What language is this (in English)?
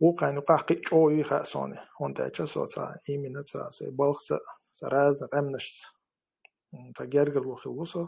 Chechen